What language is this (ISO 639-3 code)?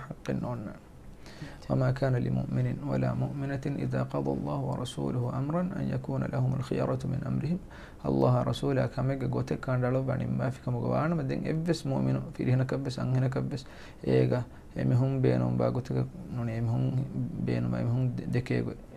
div